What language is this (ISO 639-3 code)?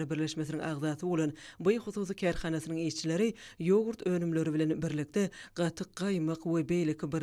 tuk